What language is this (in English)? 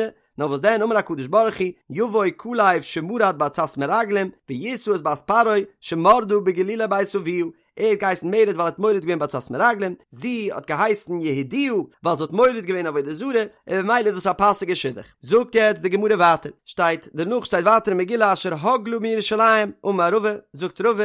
Yiddish